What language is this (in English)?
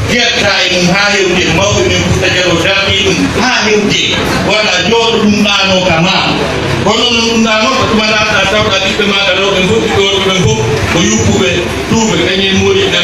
Pular